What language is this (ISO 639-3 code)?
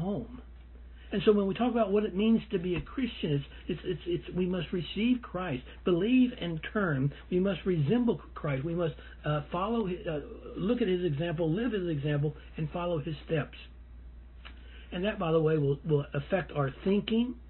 eng